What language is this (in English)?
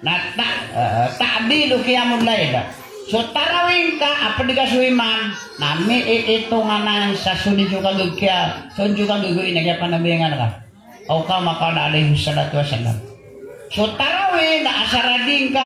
Maranao